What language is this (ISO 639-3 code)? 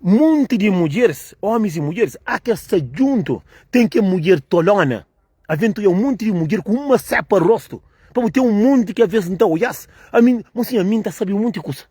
kea